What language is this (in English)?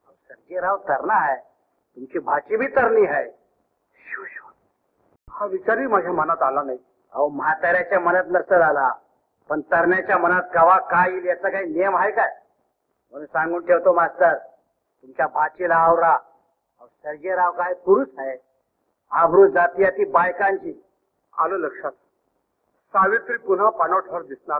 Marathi